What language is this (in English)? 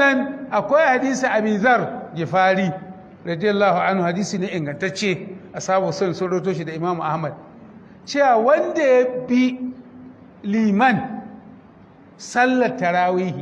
Hausa